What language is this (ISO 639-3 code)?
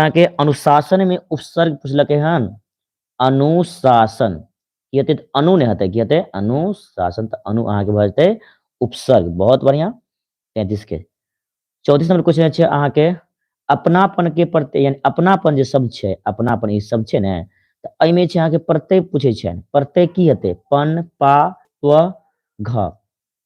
mai